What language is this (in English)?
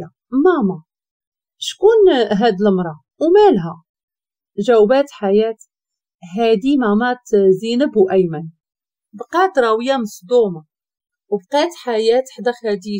Moroccan Arabic